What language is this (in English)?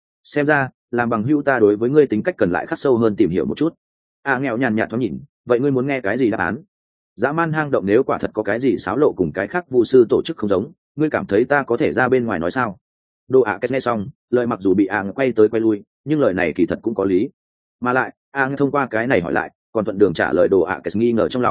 Vietnamese